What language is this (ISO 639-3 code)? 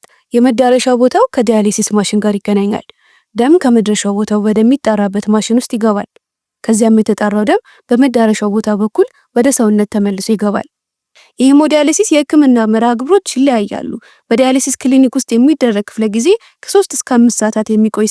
amh